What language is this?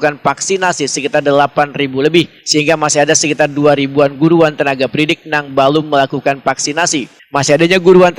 Banjar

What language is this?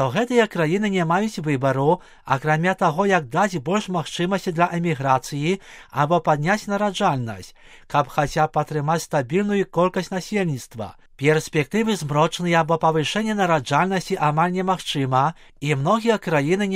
Belarusian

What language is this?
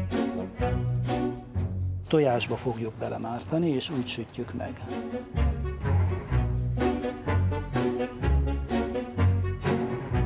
Hungarian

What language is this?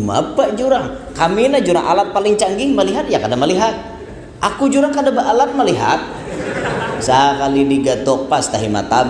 Banjar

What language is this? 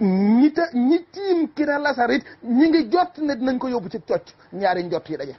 Wolof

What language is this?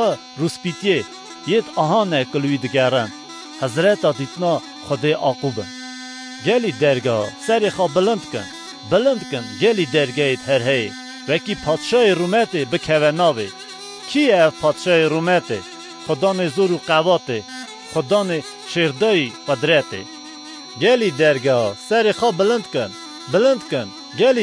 Kurdish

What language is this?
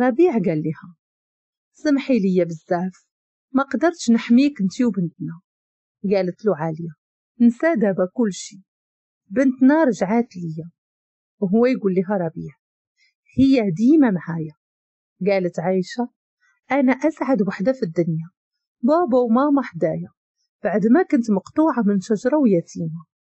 Moroccan Arabic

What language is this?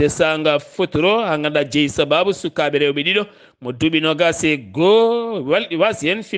Fula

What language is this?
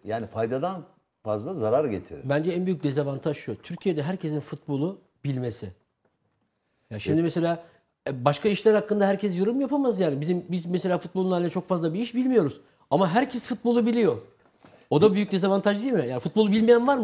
Turkish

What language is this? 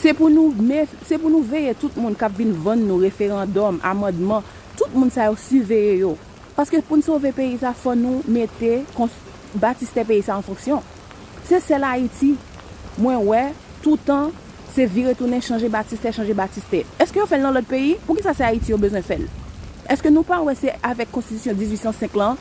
Haitian Creole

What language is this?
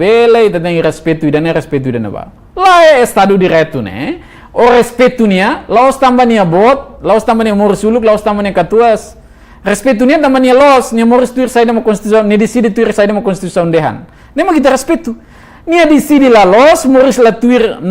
Tetum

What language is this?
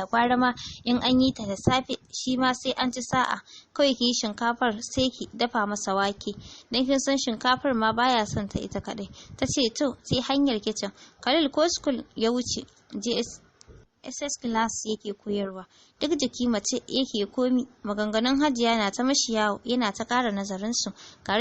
Hausa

